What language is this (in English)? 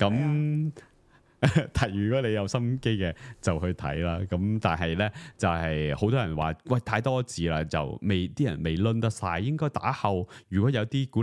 Cantonese